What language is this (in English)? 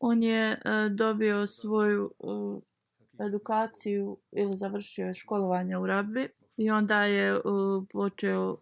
Bosnian